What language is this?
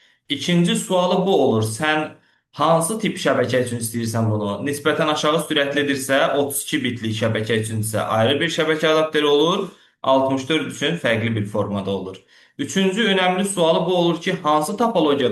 Azerbaijani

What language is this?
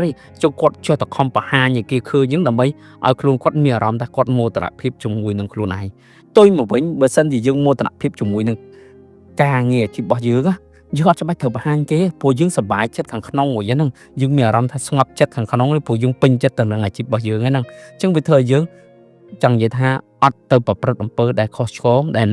Khmer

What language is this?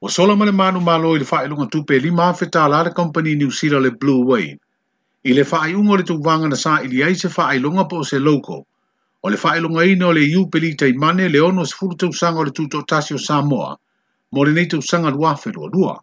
Samoan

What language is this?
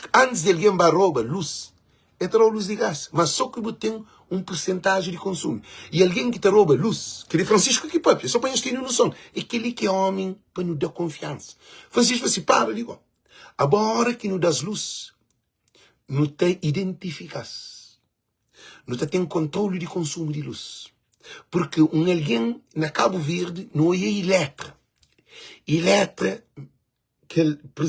Kabuverdianu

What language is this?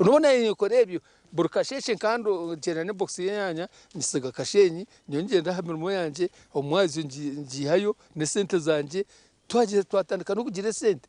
Nyankole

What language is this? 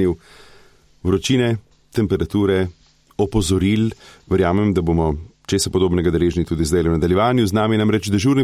Slovenian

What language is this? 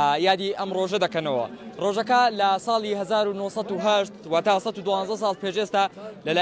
Central Kurdish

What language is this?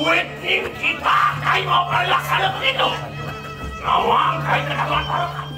Balinese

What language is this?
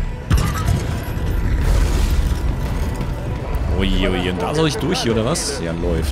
German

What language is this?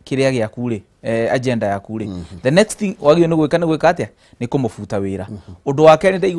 Kikuyu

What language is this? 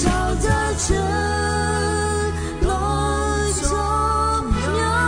Akha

